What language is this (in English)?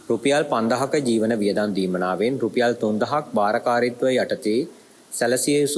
Sinhala